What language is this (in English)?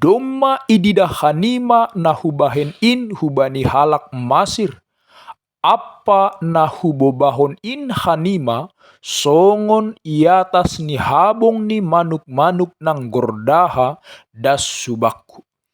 Batak Simalungun